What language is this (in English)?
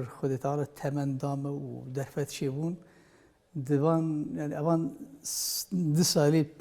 Kurdish